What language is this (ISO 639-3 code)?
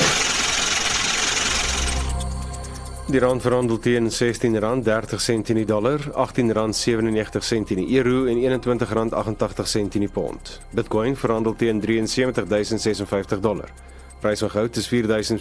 afr